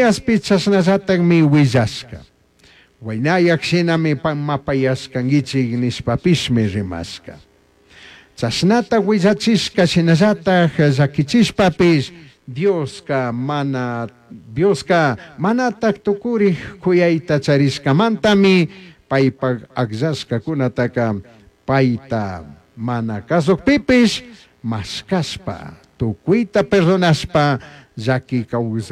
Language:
Chimborazo Highland Quichua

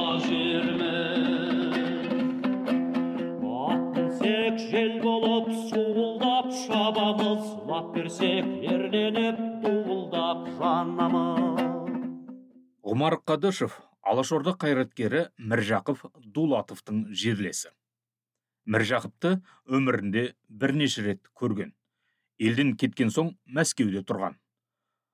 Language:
Kazakh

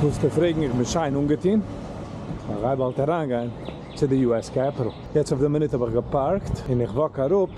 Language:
Yiddish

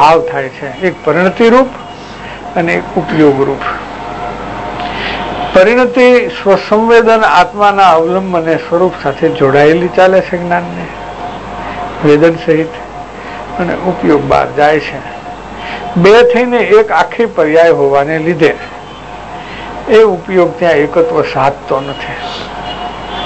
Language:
Gujarati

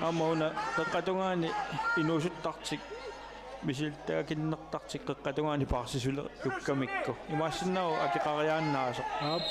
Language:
Kalaallisut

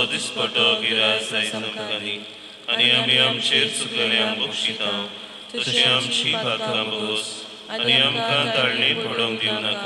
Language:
Konkani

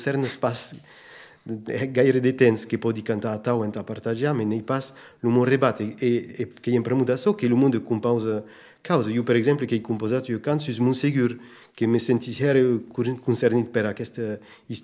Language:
Occitan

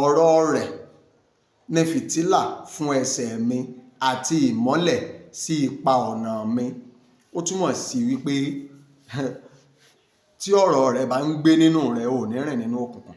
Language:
Yoruba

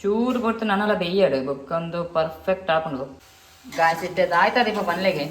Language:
Tulu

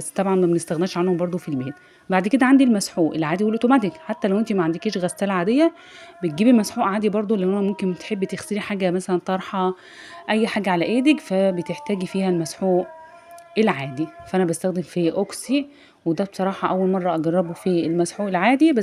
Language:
Egyptian Arabic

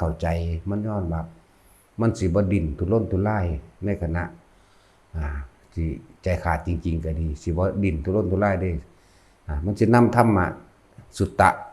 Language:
Northeastern Thai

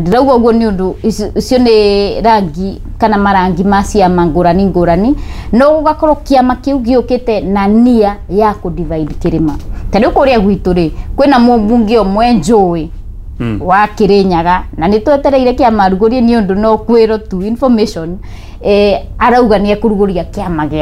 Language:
Kikuyu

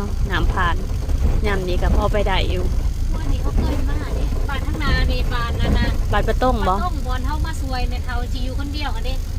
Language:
Lao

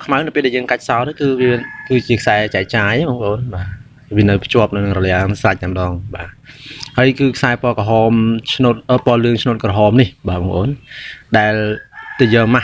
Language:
Khmer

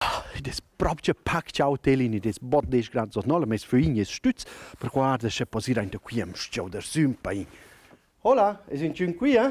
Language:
Romansh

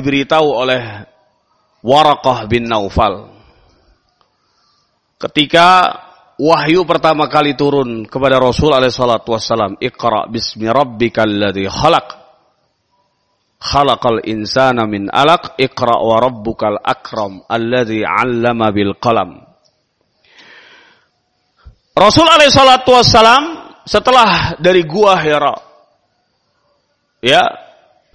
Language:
Indonesian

